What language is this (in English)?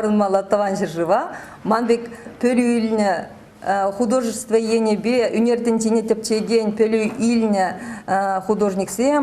Chuvash